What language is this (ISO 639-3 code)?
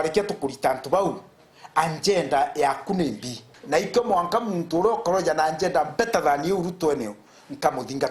mer